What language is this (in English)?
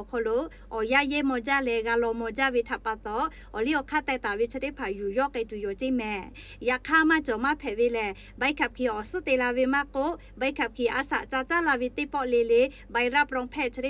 Lahu